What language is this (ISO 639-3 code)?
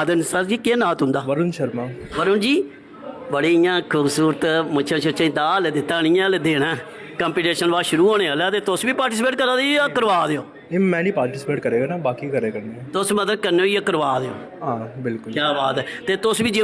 doi